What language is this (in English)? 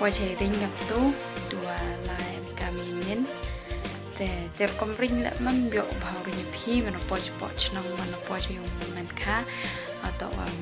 Khasi